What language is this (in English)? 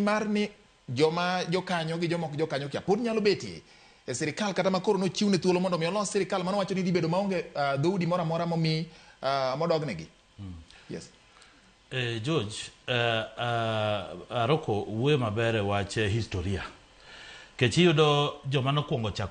Luo (Kenya and Tanzania)